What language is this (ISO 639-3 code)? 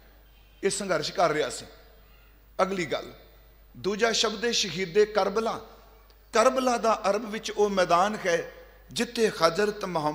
pan